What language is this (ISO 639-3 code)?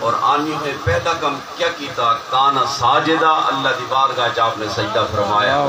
skr